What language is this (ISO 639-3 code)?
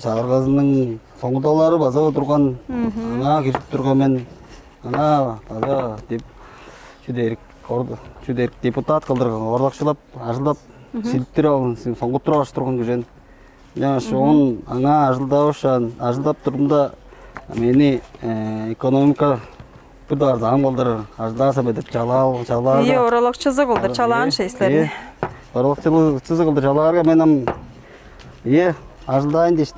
tyv